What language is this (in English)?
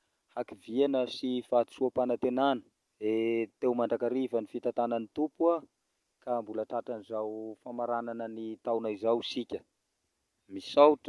Malagasy